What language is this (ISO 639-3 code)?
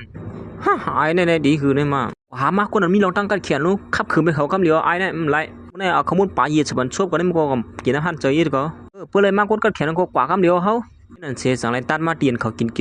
shn